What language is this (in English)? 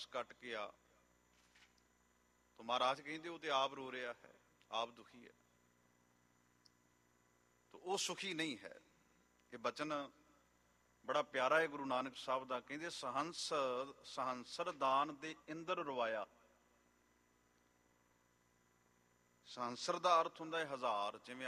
Punjabi